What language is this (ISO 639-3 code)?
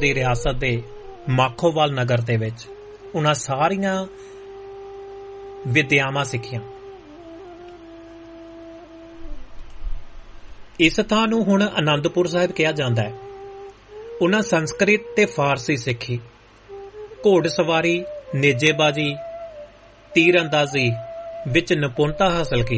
pan